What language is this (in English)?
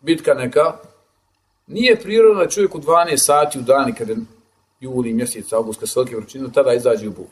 Bosnian